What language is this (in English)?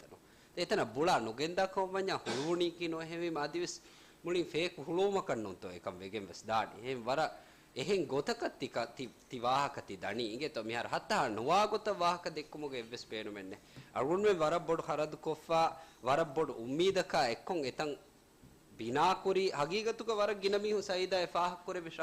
Divehi